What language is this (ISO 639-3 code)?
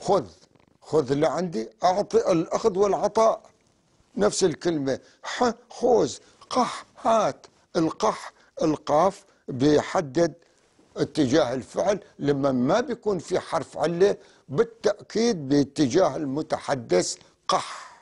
apc